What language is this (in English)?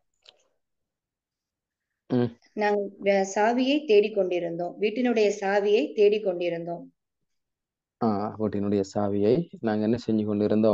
Tamil